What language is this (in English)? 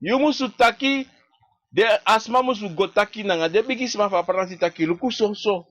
Sranan Tongo